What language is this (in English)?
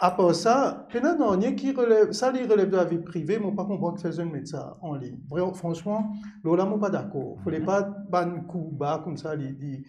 Morisyen